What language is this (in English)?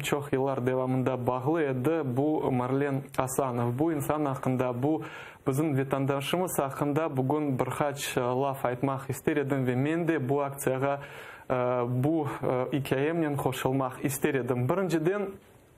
Crimean Tatar